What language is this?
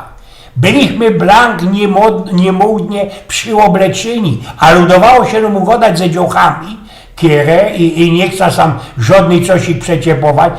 Silesian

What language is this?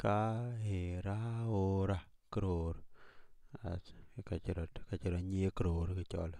Dinka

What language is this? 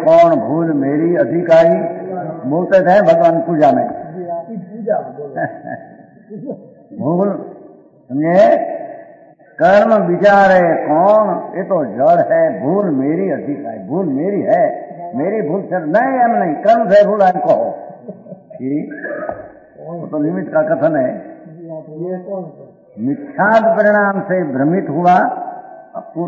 Gujarati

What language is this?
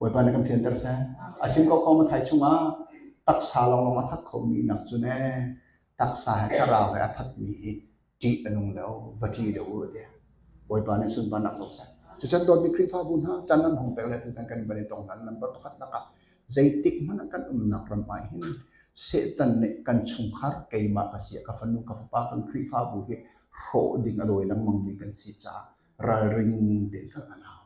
Hakha Chin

